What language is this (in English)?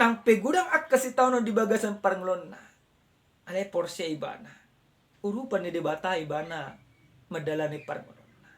Batak Toba